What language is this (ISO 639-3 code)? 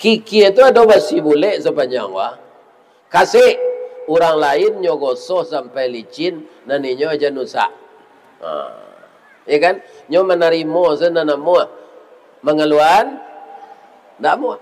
min